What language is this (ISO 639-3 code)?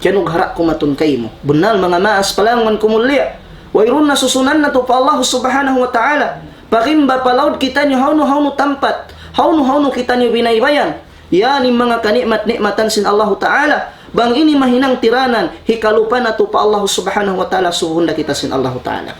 tsg